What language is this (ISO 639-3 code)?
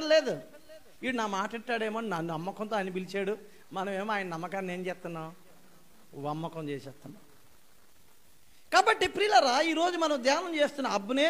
tel